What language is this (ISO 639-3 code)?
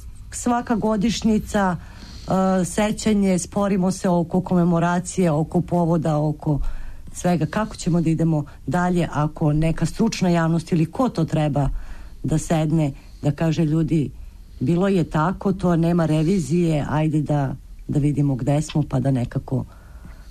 srp